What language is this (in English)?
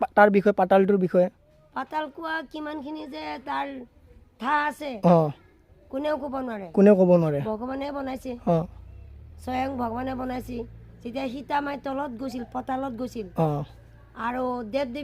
Assamese